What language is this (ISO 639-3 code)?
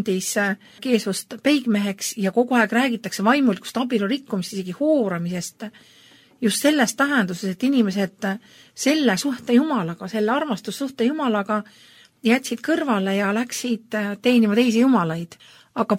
est